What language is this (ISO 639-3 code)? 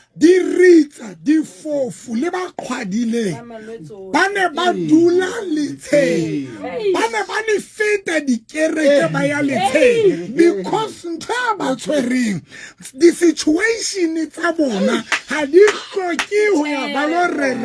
sot